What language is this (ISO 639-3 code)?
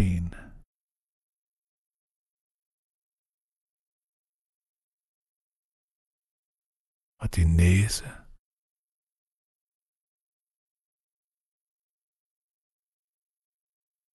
dan